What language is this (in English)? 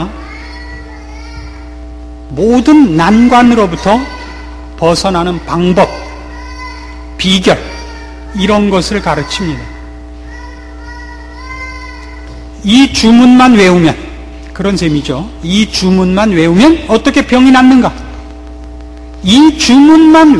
Korean